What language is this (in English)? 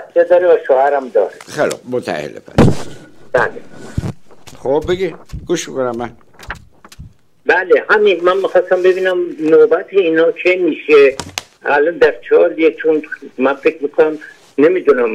Persian